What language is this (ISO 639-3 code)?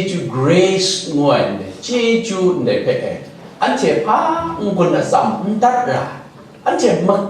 kac